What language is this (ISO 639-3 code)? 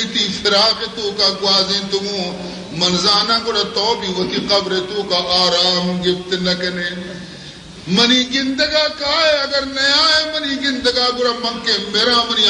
bal